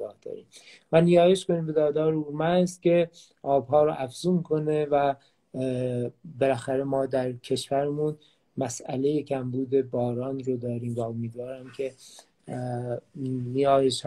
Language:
Persian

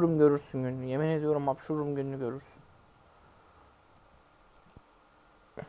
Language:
Turkish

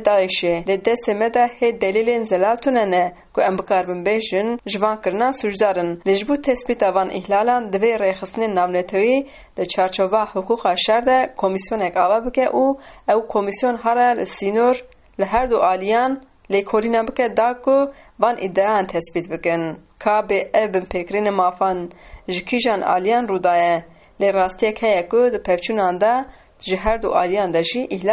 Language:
Kurdish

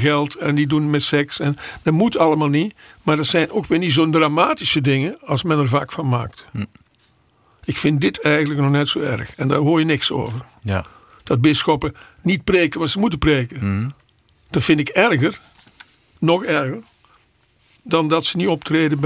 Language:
Dutch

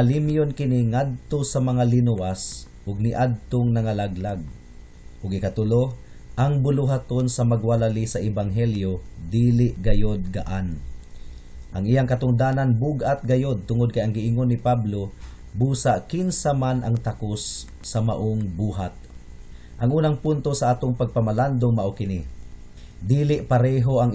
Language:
Cebuano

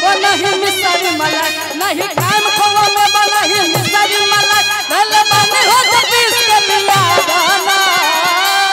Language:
Bhojpuri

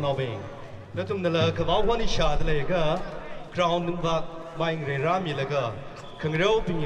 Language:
Tangkhul Naga (India)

